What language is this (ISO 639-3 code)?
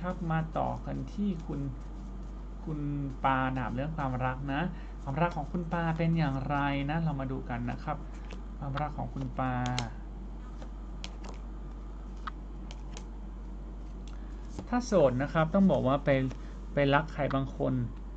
tha